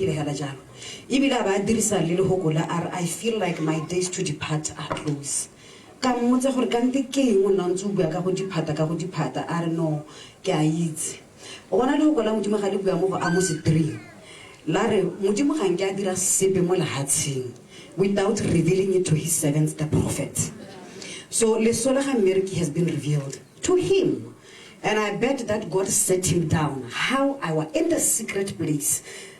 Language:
Tswana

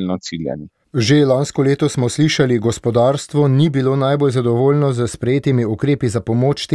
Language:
Slovenian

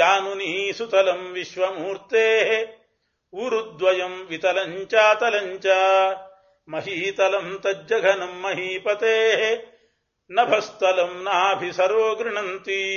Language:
Kannada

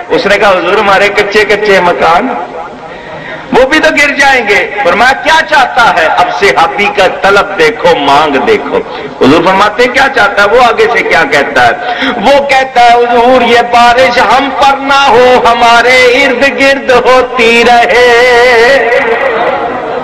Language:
Urdu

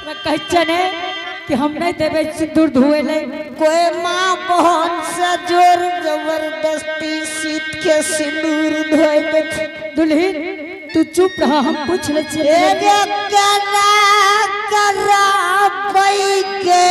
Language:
Angika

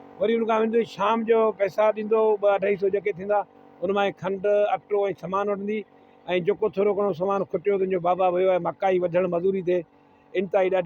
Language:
Sindhi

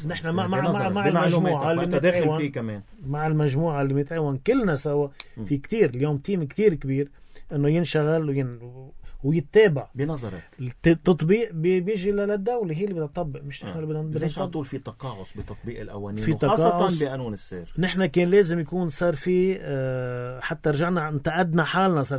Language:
North Levantine Arabic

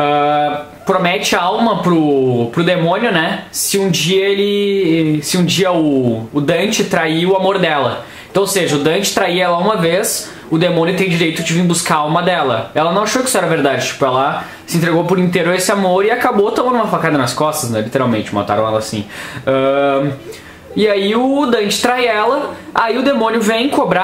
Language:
Portuguese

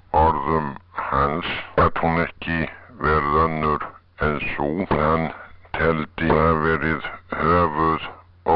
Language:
Icelandic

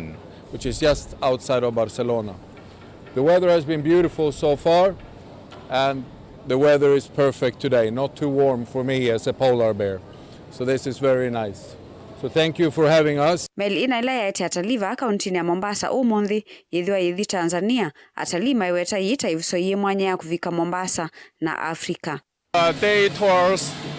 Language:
Kamba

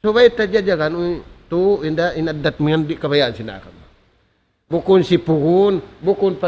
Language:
Tausug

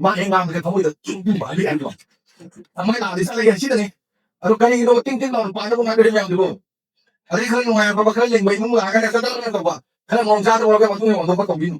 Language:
Manipuri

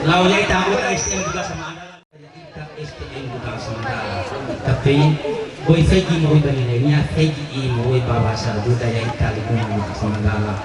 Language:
Batak Toba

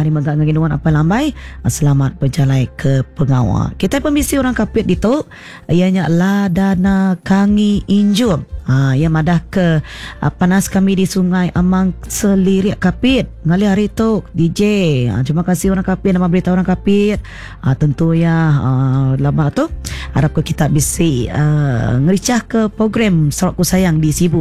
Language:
Iban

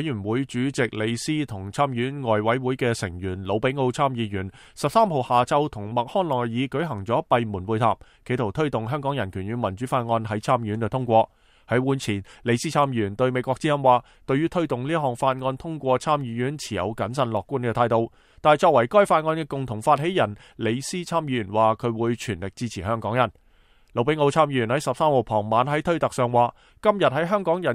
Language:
Cantonese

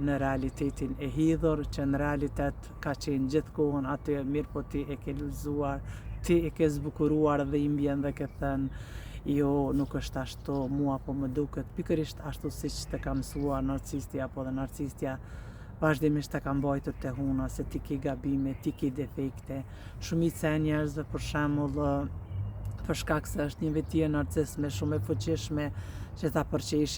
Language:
Albanian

